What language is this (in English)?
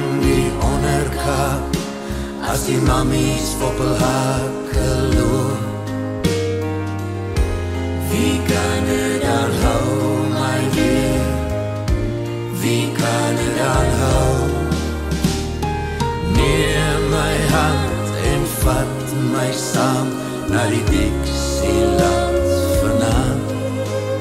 Afrikaans